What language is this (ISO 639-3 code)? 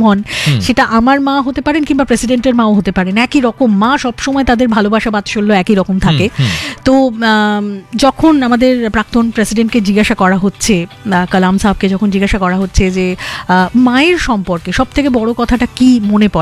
ben